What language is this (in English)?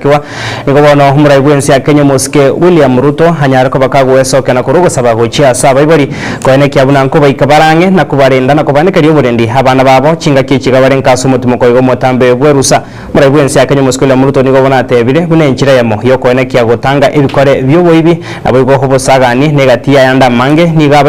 Gusii